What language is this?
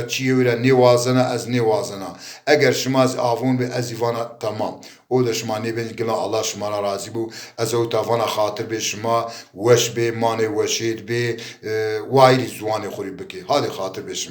Zaza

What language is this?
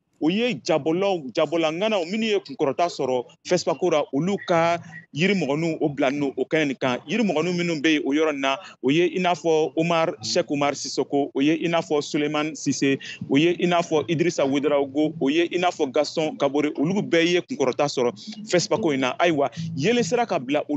Bambara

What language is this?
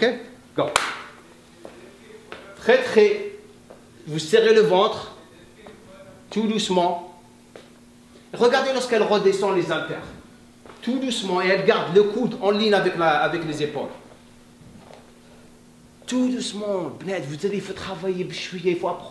French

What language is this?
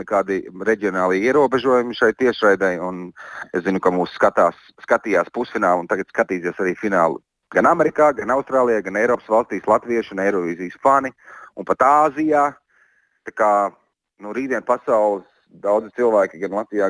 Latvian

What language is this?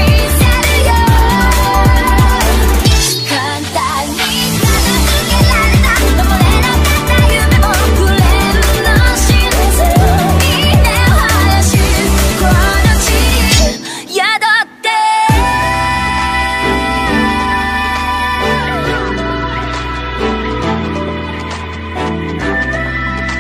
Japanese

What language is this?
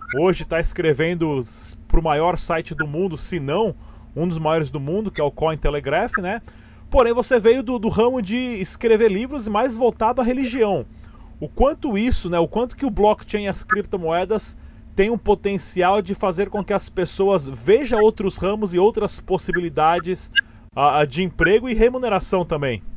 Portuguese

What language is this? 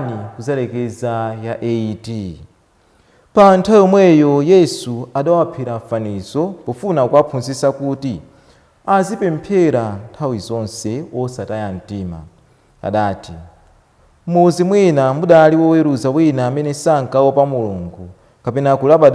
Nyanja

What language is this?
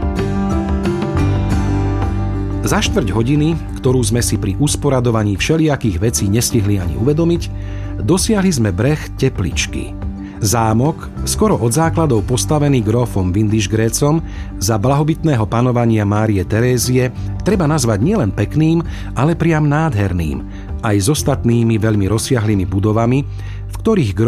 Slovak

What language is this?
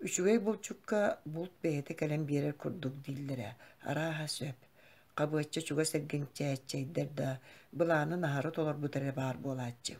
Yakut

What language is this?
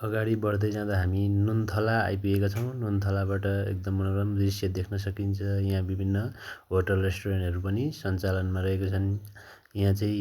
Nepali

